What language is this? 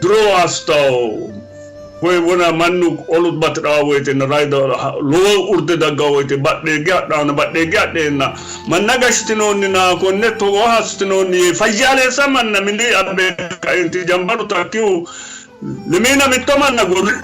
Sidamo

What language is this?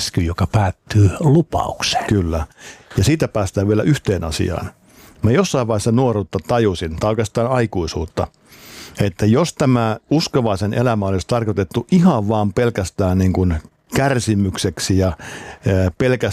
Finnish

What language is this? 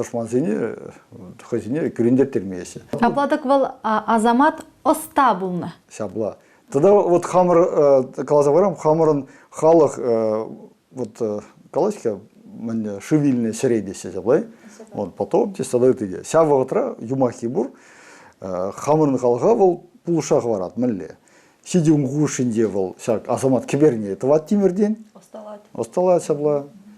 Chuvash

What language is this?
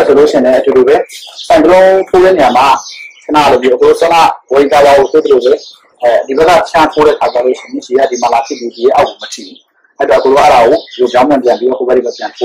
Burmese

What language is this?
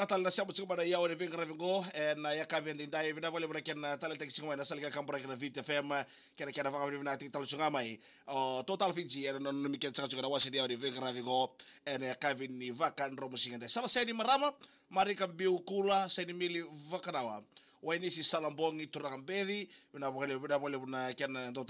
Fijian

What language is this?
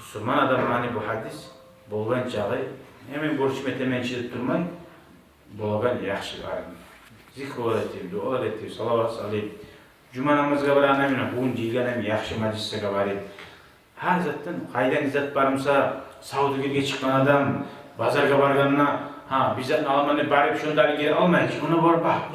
Kumyk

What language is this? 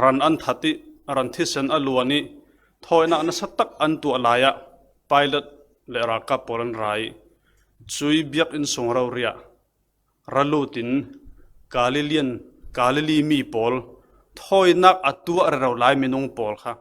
Falam Chin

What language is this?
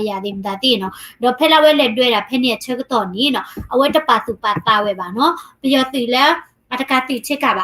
S'gaw Karen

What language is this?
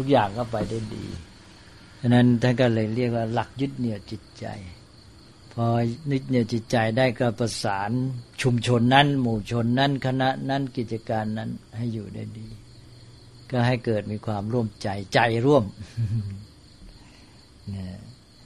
Thai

